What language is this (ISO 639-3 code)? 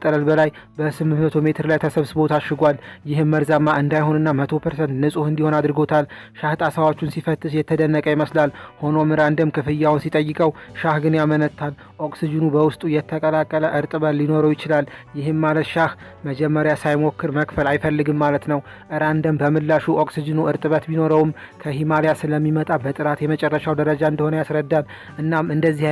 amh